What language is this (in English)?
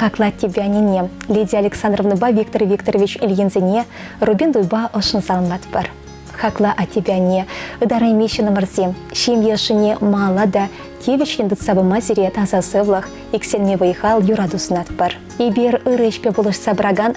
Chuvash